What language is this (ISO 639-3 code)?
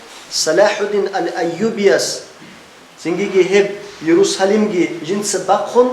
ava